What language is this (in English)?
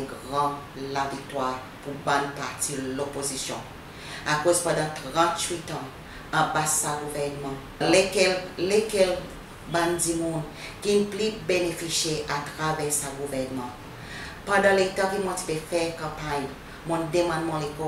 Seselwa Creole French